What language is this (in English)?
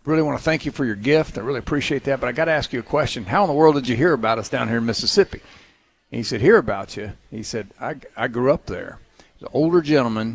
English